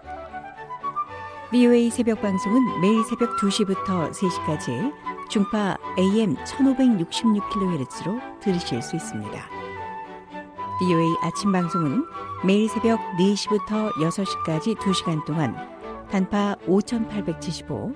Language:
Korean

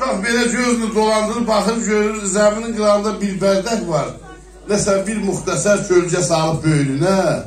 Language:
South Azerbaijani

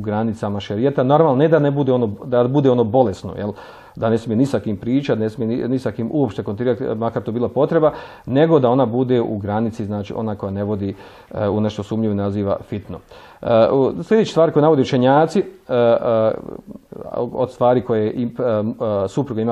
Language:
Bosnian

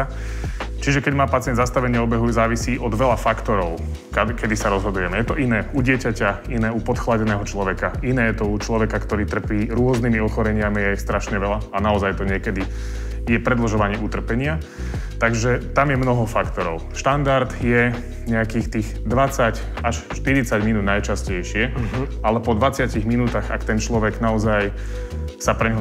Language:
Slovak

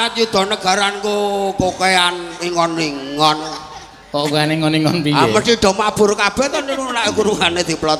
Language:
Javanese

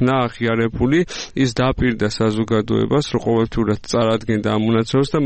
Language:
Georgian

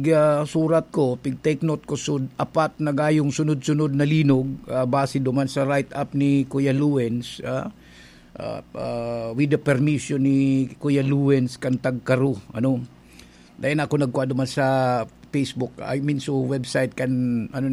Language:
Bikol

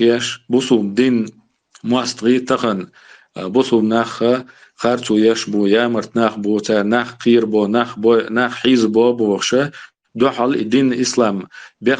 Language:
Chechen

